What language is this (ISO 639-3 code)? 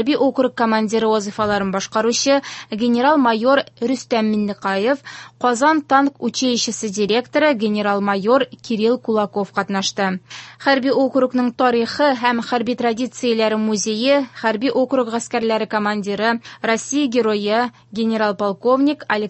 tat